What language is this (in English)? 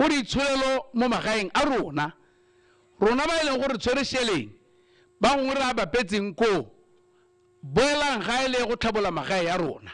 Tswana